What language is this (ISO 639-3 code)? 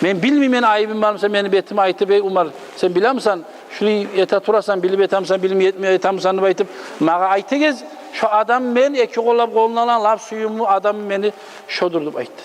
kum